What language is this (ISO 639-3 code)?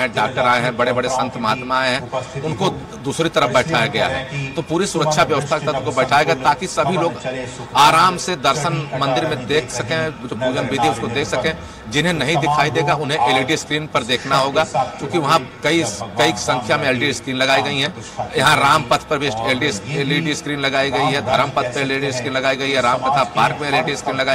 hin